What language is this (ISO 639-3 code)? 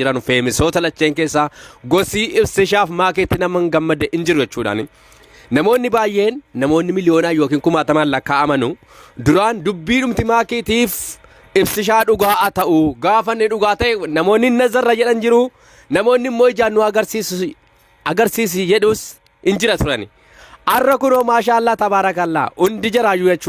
orm